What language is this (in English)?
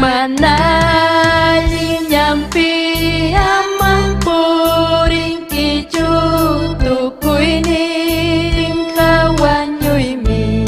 Ayacucho Quechua